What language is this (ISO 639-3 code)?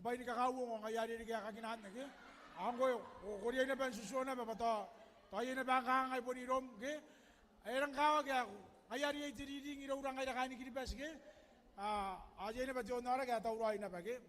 gil